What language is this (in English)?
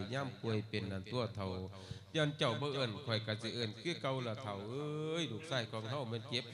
Lao